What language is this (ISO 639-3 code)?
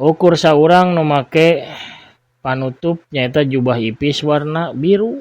sun